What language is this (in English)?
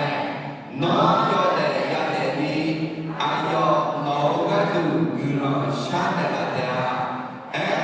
Akha